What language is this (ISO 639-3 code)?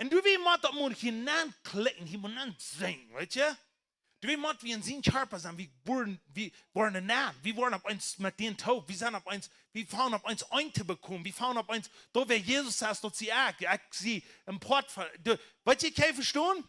pdt